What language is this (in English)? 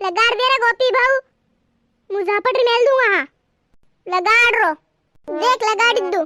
Rajasthani